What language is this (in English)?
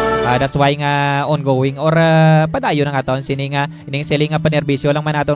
Hiligaynon